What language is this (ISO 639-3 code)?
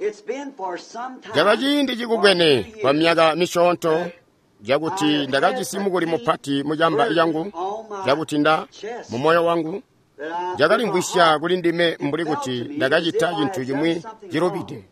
toi